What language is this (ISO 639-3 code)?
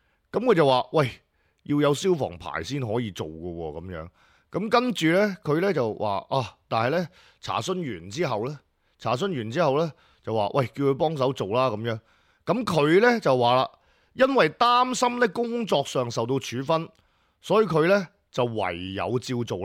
yue